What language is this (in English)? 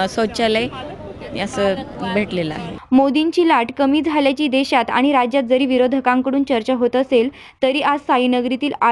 Marathi